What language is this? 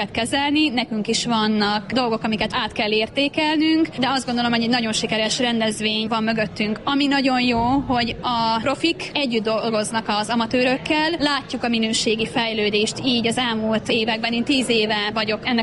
Hungarian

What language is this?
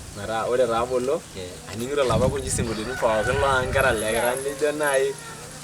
Masai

